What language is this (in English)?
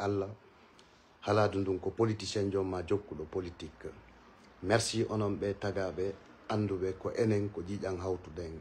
Fula